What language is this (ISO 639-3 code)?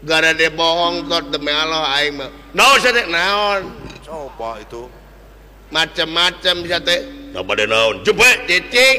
sun